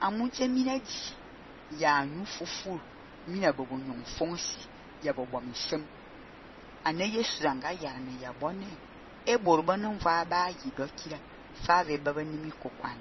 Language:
Fang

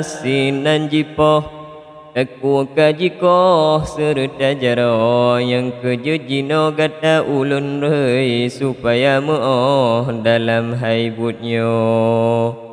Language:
Achinese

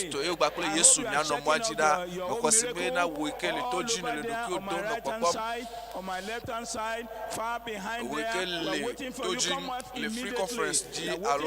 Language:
Ewe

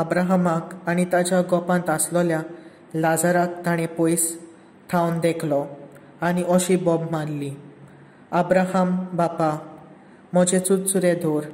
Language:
Konkani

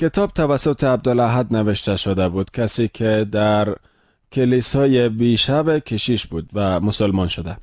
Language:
Persian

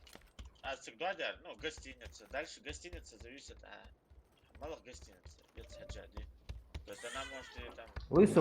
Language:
Ingush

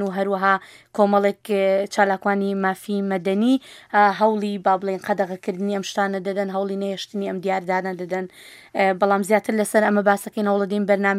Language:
Central Kurdish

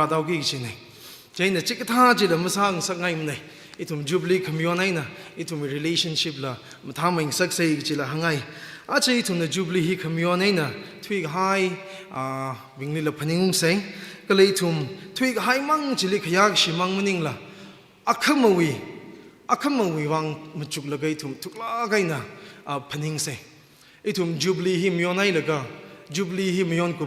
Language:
Tangkhul Naga (India)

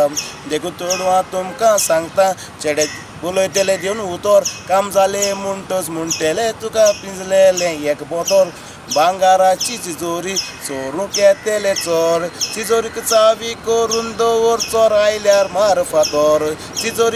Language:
Konkani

